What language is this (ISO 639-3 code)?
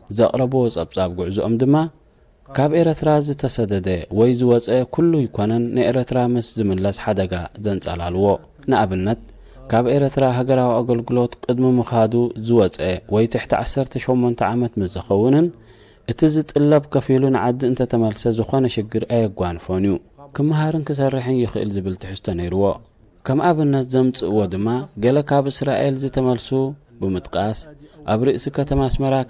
tir